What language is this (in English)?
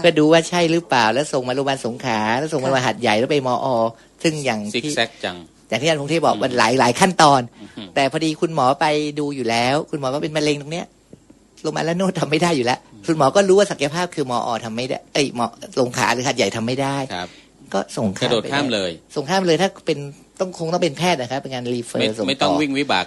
Thai